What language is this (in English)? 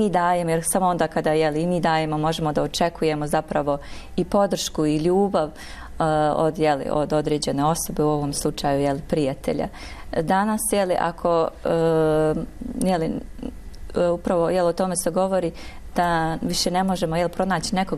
Bosnian